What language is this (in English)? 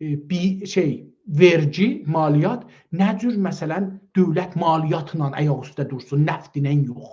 South Azerbaijani